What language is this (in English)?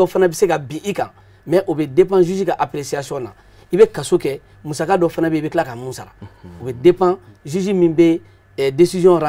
Bambara